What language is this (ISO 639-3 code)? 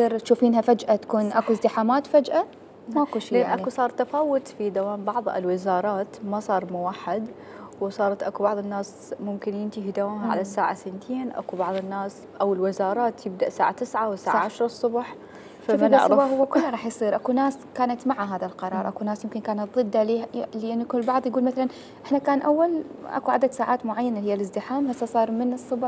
acm